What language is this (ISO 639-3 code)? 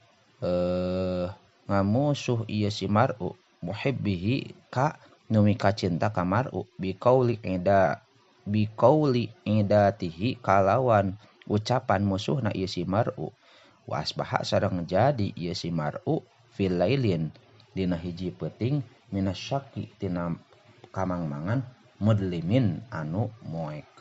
sun